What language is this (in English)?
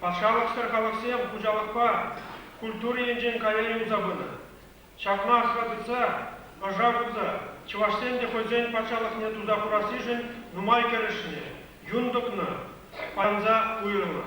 Chuvash